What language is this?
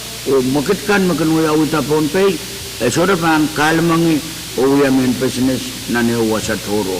Pohnpeian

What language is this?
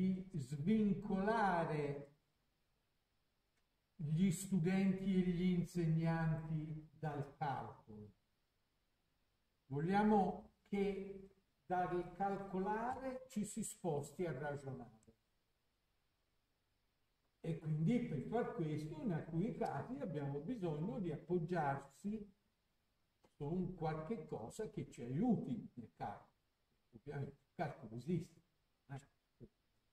Italian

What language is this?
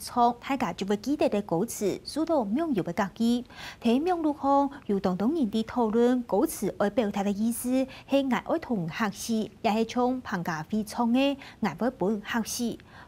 Hakka Chinese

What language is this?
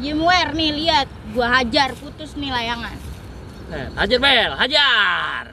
Betawi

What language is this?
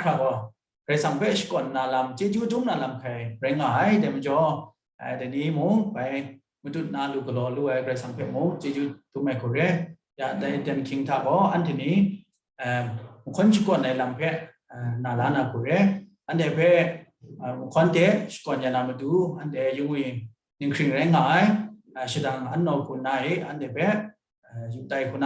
Kachin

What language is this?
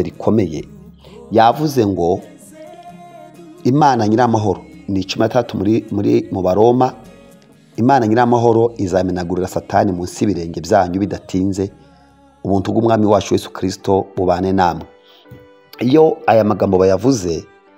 Kinyarwanda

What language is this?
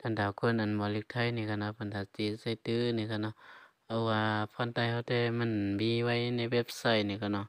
Shan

